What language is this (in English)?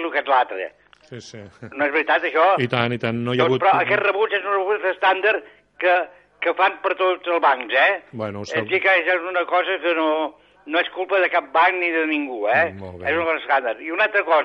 Catalan